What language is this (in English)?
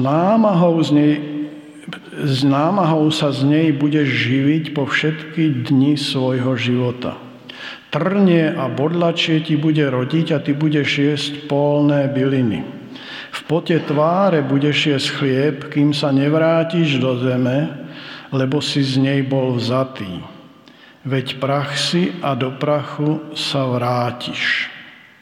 Slovak